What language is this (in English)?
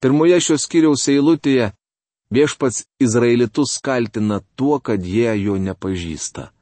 Lithuanian